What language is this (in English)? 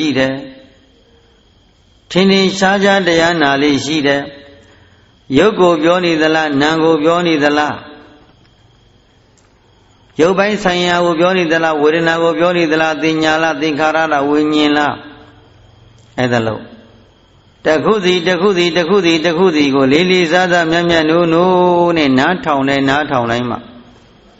Burmese